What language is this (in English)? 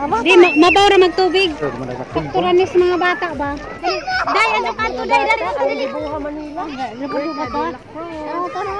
Cebuano